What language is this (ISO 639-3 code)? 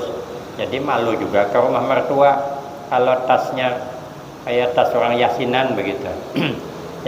bjn